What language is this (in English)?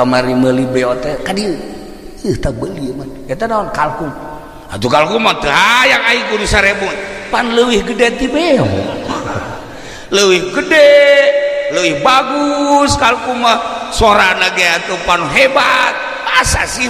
Sundanese